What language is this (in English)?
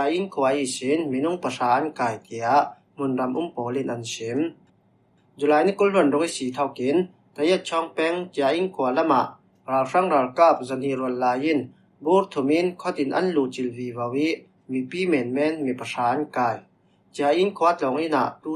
Falam Chin